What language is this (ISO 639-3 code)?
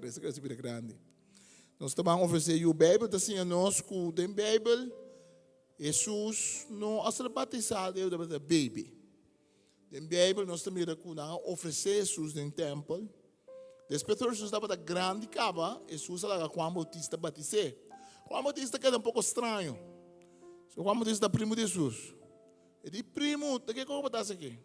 pap